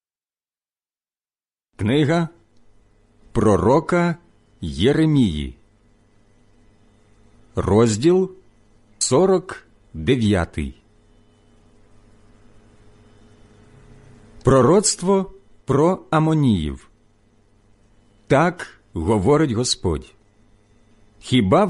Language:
Ukrainian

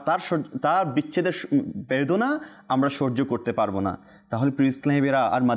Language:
Bangla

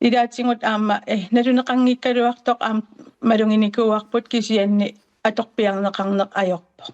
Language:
Kalaallisut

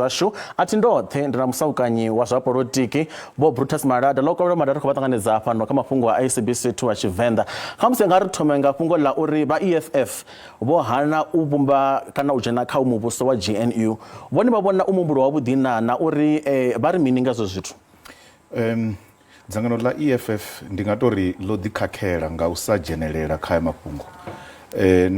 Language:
Venda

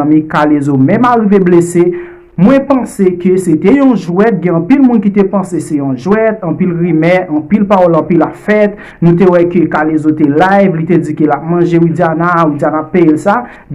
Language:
Haitian Creole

